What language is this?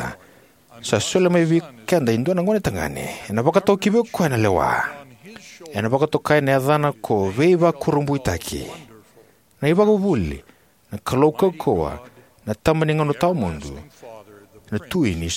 Fijian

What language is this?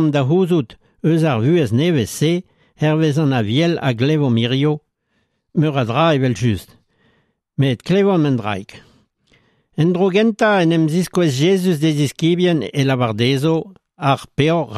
Breton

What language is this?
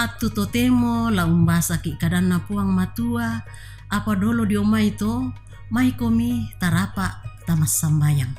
Toraja-Sa'dan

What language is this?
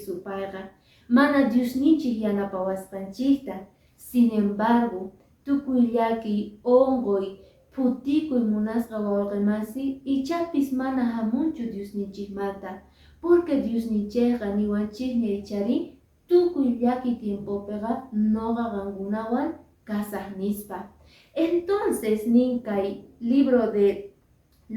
Quechua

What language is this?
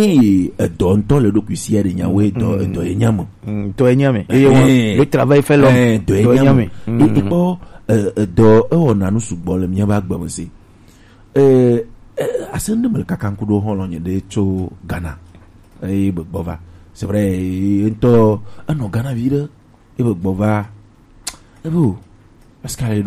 Gen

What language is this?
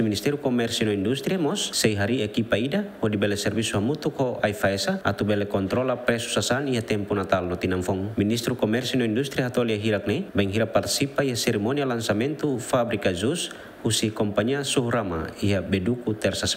Tetum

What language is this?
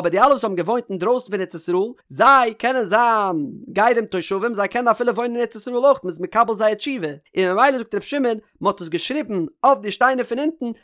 Yiddish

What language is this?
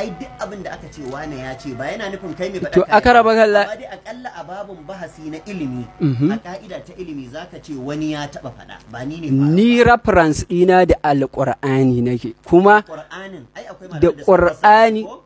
Hausa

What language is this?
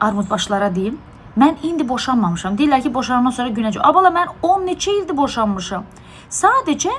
Azerbaijani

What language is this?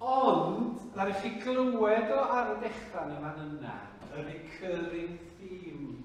Welsh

